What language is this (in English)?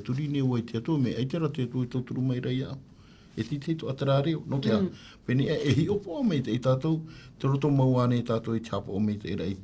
Tahitian